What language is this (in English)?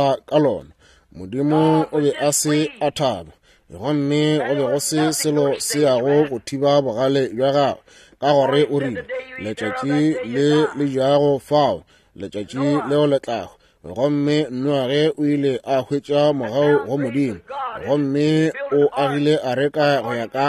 Northern Sotho